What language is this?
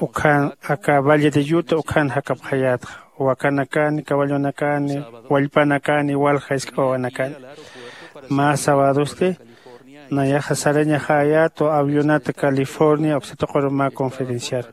Aymara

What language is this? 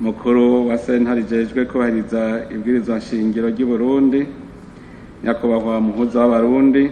Rundi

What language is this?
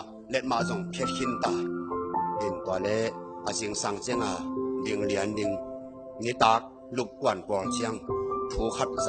Tedim Chin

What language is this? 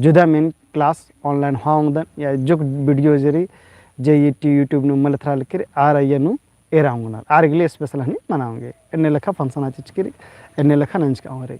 Kurukh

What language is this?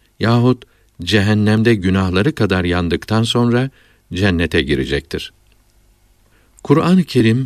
Turkish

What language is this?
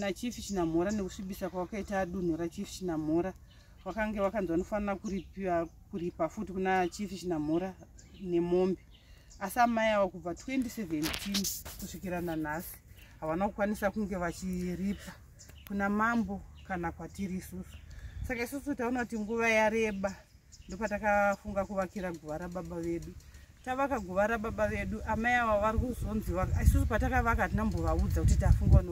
Shona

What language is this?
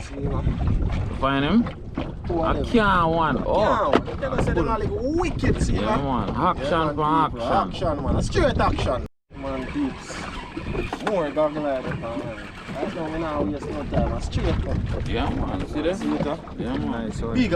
Jamaican Creole English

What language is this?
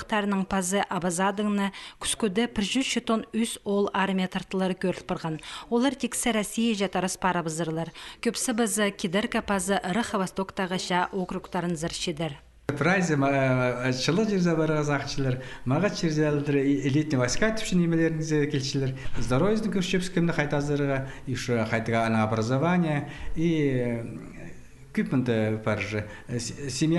Khakas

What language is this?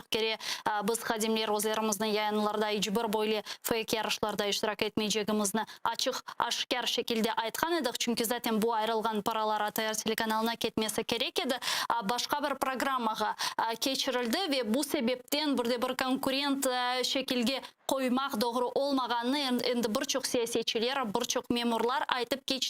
Crimean Tatar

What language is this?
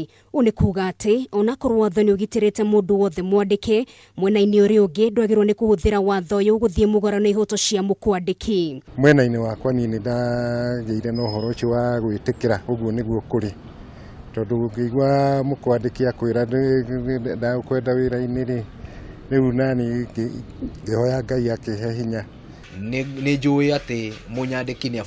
Kikuyu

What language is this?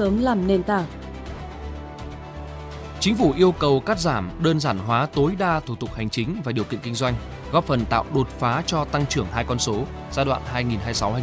Vietnamese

